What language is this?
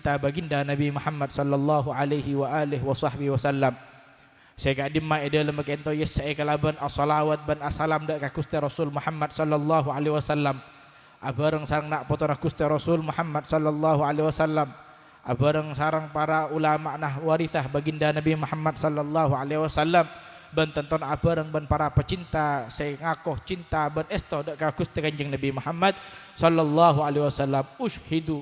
Madurese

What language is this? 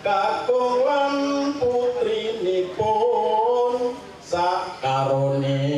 Javanese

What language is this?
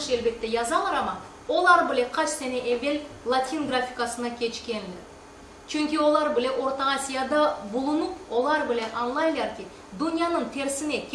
Crimean Tatar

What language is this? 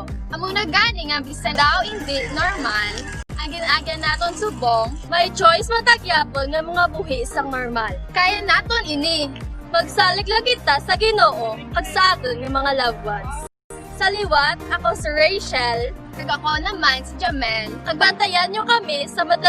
Hiligaynon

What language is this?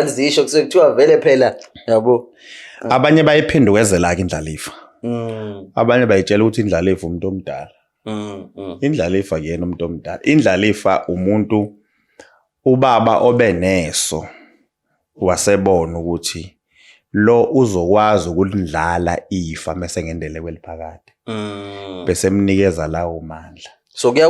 Zulu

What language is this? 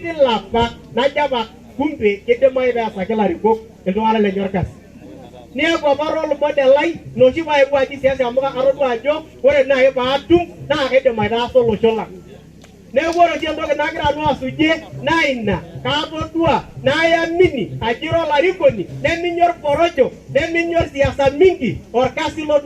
Masai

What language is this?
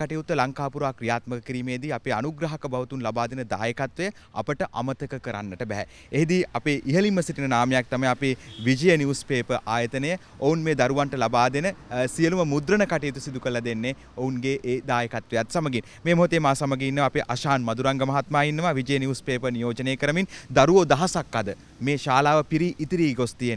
Sinhala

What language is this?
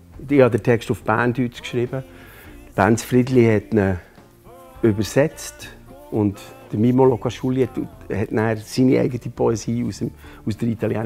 Swiss German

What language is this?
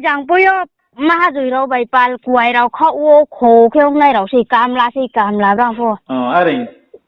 Riang (India)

